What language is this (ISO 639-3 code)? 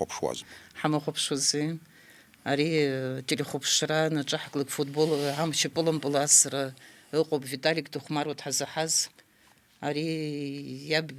abk